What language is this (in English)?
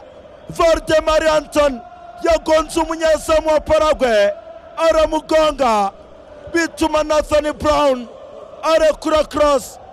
Kinyarwanda